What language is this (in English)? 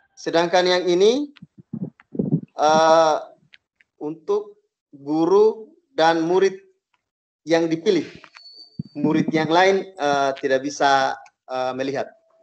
Indonesian